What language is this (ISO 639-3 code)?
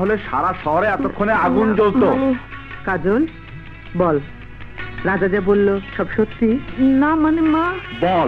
ben